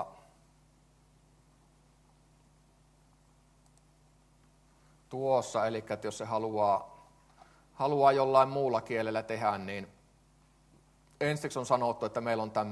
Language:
Finnish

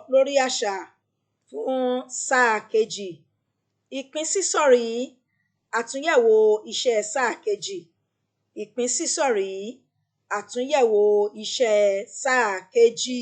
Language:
Yoruba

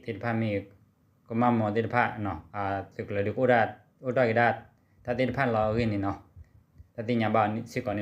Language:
S'gaw Karen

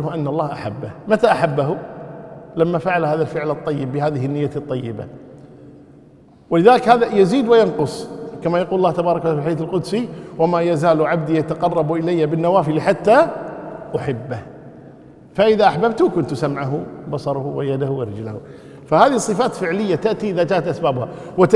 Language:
Arabic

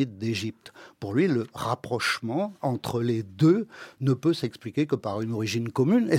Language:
French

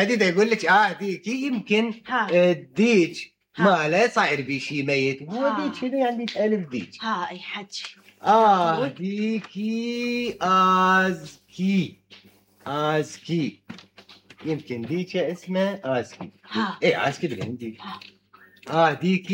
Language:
Mesopotamian Arabic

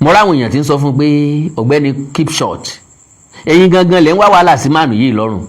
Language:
Yoruba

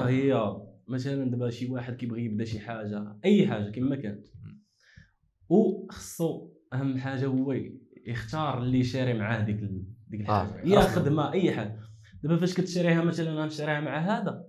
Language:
Moroccan Arabic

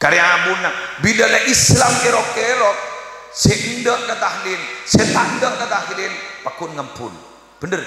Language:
Madurese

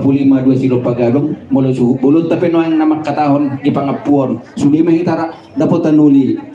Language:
Batak Toba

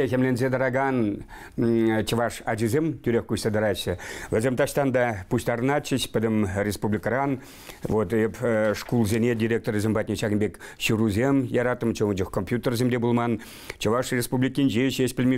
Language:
Chuvash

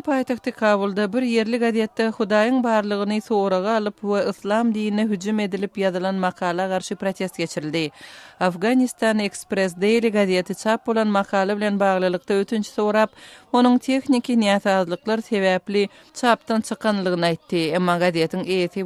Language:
Turkmen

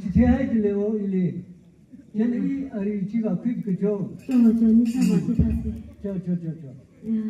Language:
Tangkhul Naga (India)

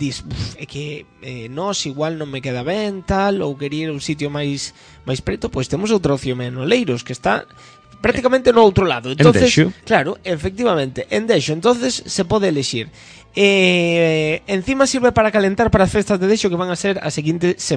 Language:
Galician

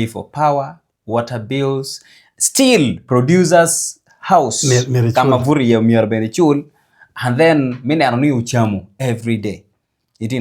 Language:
Acoli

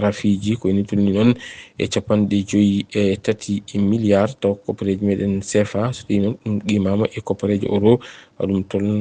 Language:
Fula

